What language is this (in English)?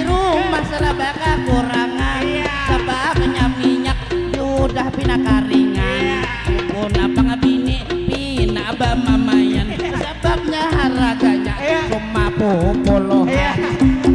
Banjar